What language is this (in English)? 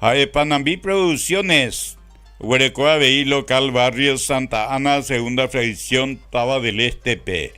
Guarani